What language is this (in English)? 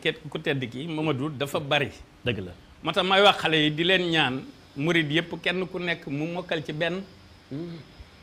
Wolof